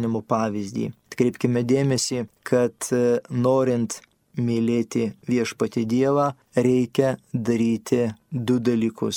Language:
Lithuanian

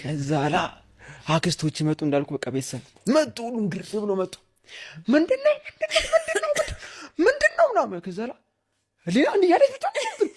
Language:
Amharic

